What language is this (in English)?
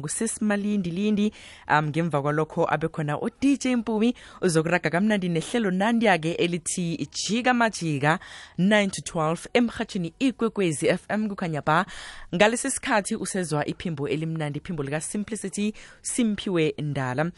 South Ndebele